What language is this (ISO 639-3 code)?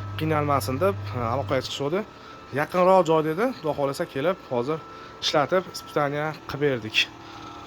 uzb